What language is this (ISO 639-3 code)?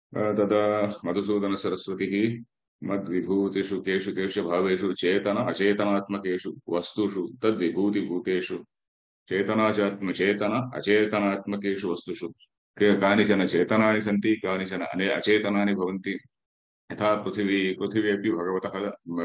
san